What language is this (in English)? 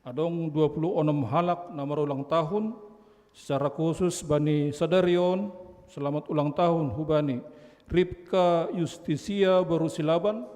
Batak Simalungun